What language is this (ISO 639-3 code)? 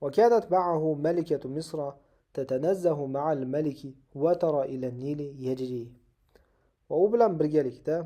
uzb